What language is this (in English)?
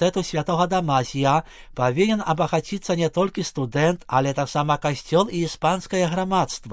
Belarusian